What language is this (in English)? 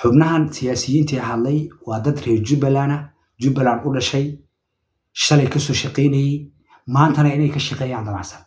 Somali